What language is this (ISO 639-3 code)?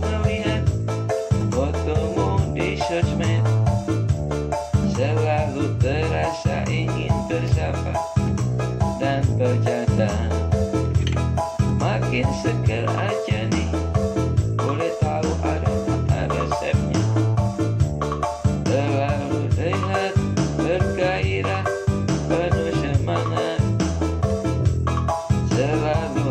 ind